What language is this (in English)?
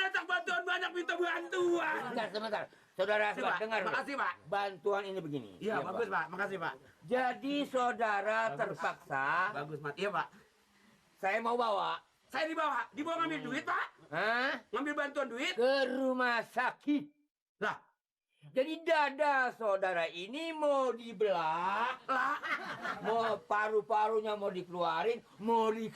Betawi